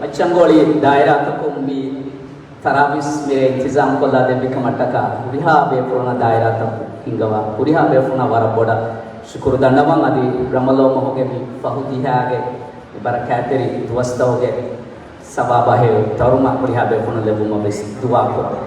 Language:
Divehi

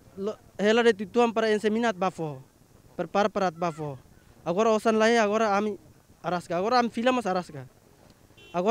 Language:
Tetum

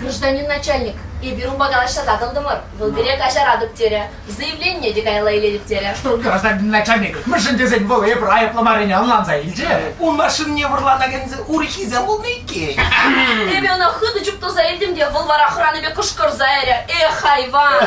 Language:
Chuvash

